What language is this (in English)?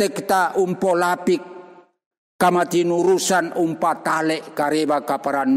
Toraja-Sa'dan